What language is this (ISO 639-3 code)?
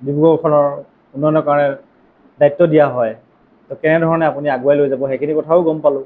asm